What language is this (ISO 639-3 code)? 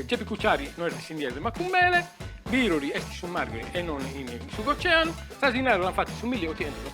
srd